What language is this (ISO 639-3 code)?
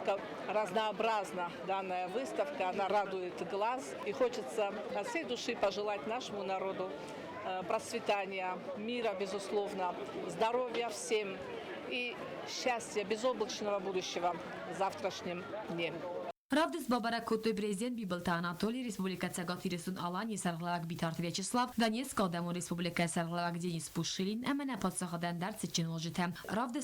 oss